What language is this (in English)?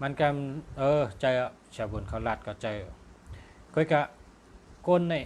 Shan